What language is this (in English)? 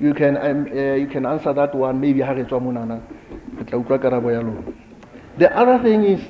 Southern Sotho